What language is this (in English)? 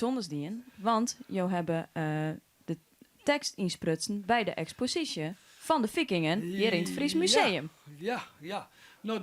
Western Frisian